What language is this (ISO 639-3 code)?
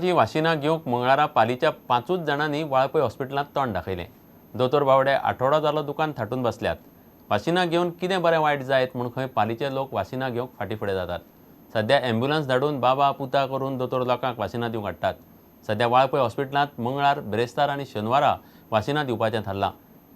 kok